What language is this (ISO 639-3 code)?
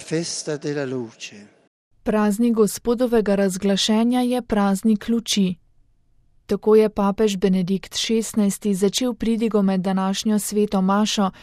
slv